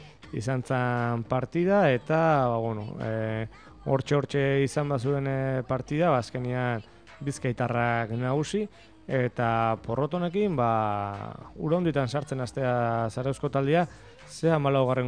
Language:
Basque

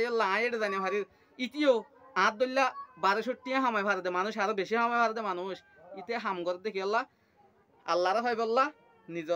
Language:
Rohingya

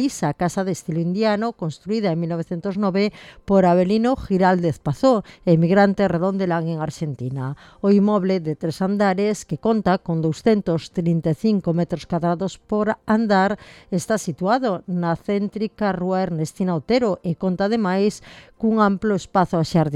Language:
Galician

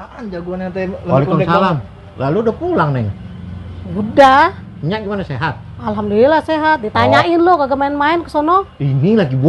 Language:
Betawi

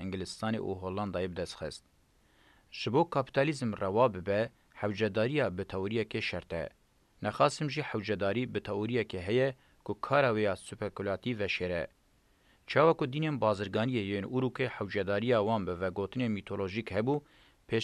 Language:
Kurdish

